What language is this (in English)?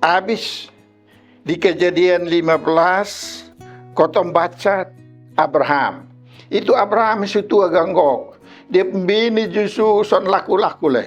Kupang Malay